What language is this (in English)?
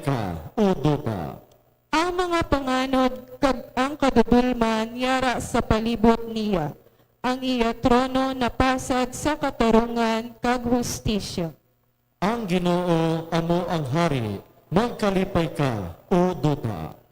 Hiligaynon